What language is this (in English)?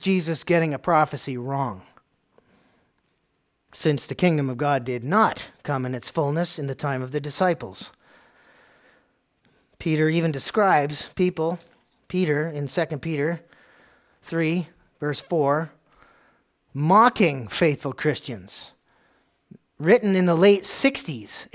English